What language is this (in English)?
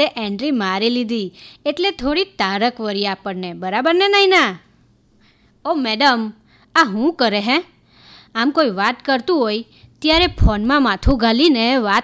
Gujarati